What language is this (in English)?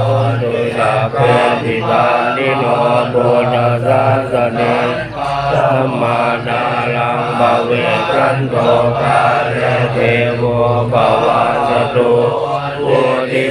Pali